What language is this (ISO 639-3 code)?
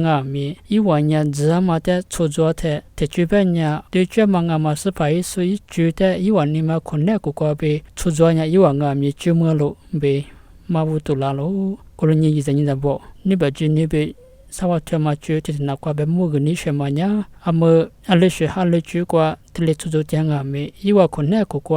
lis